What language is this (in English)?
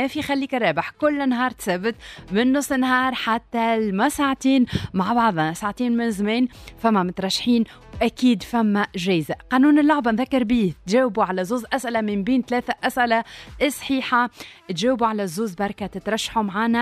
Tunisian Arabic